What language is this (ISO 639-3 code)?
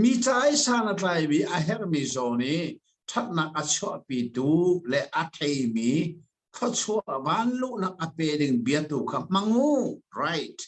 cnh